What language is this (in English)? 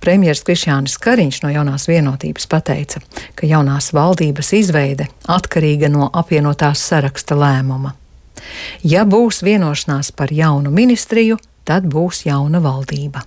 Latvian